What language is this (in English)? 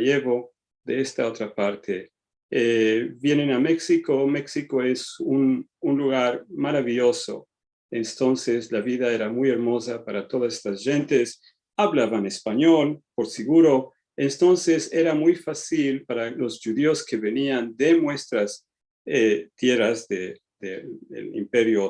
Ladino